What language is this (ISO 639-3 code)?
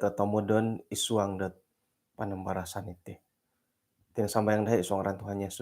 dtp